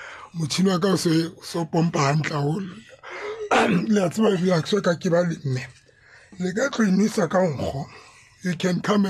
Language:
Tswana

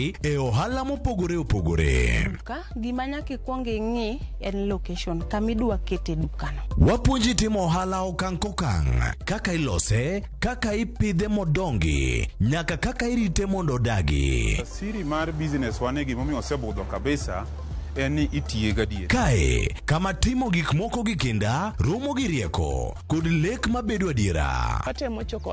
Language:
Luo (Kenya and Tanzania)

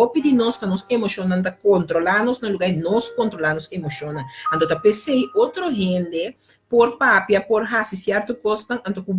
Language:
Papiamento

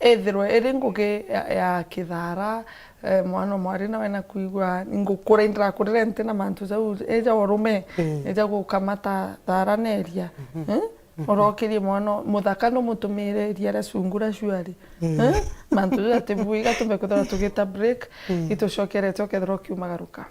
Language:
Meru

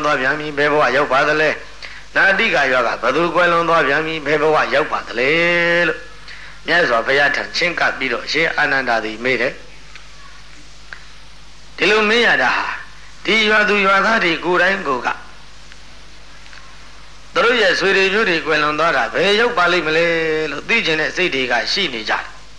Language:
Burmese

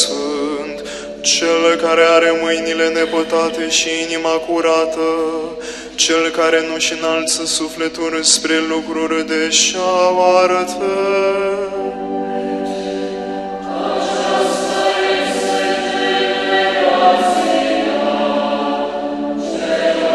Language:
Romanian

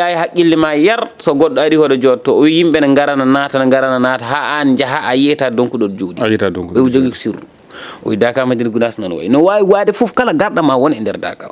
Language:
Fula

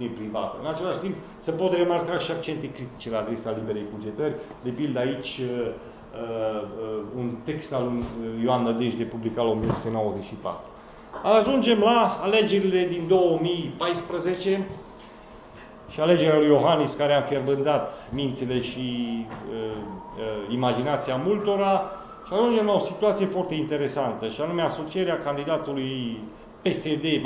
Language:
Romanian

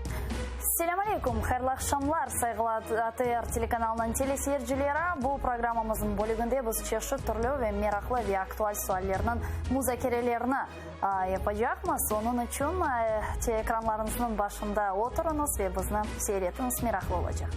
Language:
Crimean Tatar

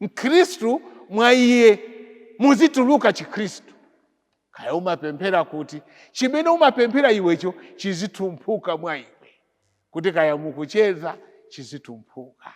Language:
Nyanja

